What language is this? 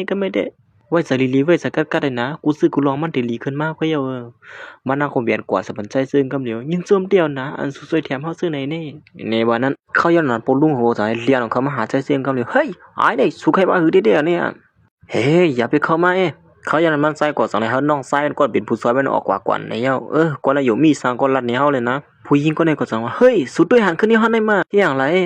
Shan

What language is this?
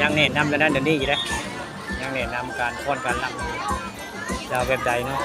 Northeastern Thai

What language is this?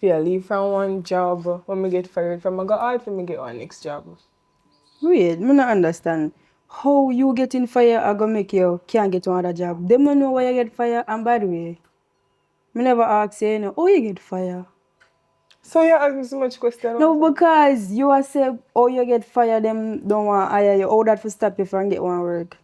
Jamaican Creole English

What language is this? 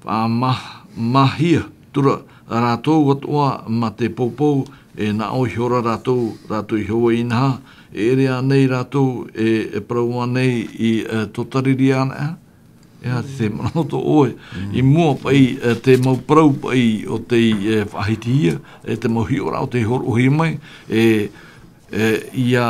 Tahitian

